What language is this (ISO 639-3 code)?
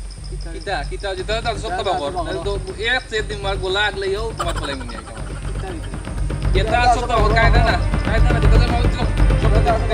syl